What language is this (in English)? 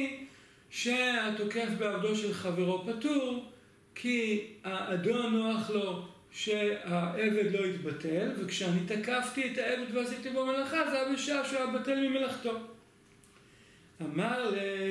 Hebrew